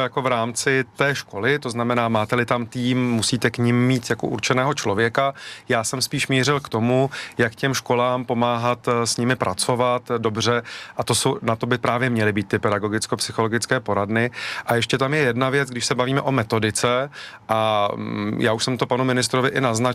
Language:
Czech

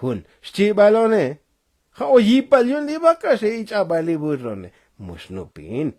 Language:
Tzotzil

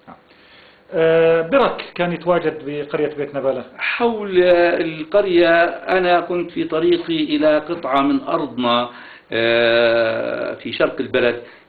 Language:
South Levantine Arabic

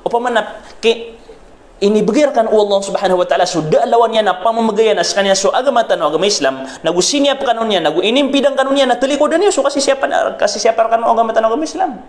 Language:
Maranao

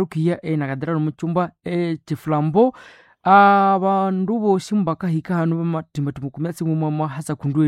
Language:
Nande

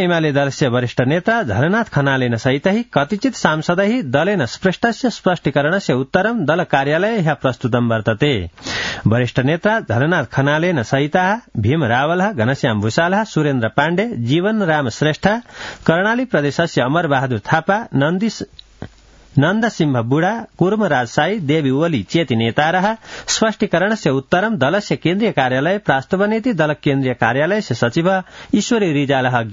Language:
Sanskrit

